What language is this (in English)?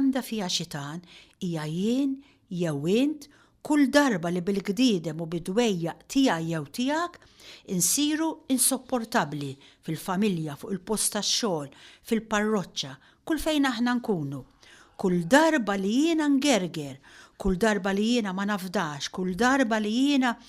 Maltese